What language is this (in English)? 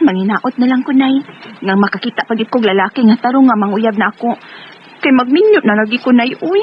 Cebuano